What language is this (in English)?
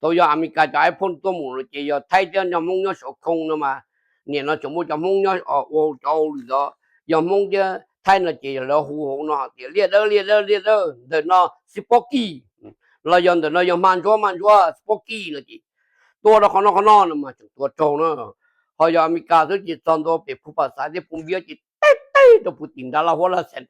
Hmong